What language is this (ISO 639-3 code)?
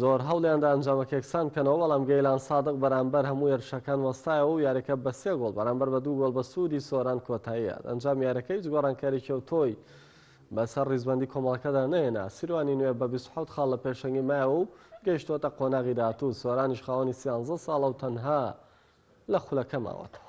ckb